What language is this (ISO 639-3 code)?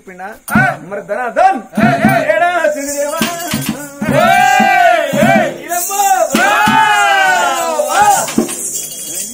tel